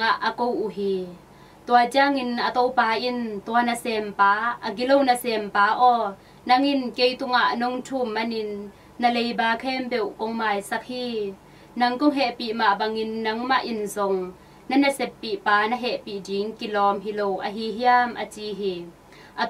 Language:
Tedim Chin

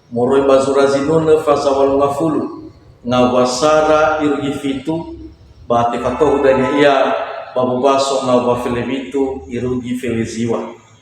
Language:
Nias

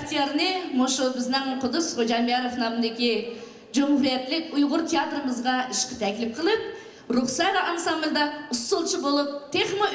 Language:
Uyghur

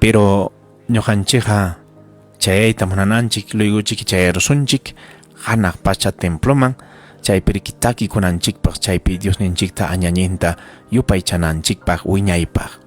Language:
Ayacucho Quechua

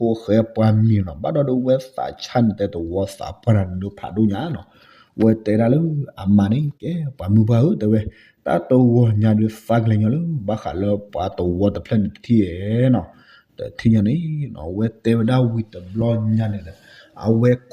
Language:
S'gaw Karen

